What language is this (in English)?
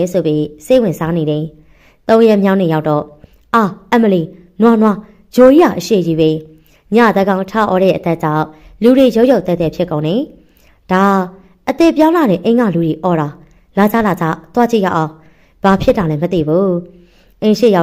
Burmese